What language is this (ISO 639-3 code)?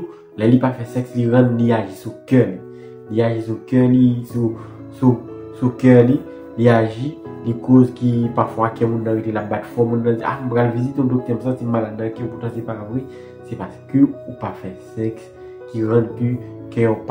hat